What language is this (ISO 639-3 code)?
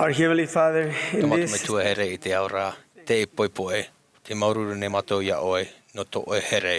tah